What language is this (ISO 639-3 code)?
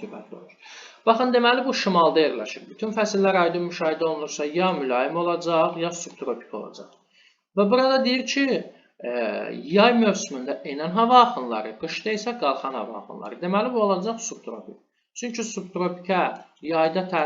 aze